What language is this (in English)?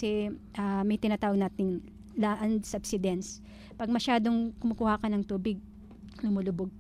Filipino